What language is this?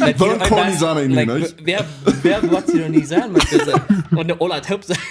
Plautdietsch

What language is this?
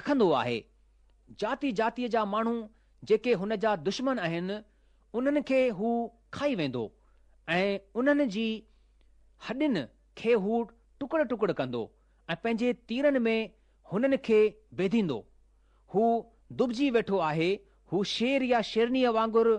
Sindhi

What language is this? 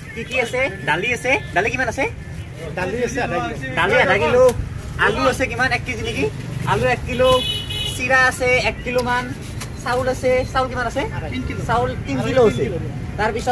Assamese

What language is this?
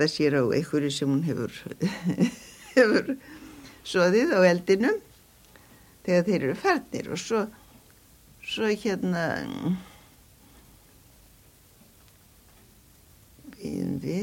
Icelandic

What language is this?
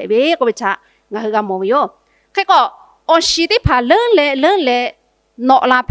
Lahu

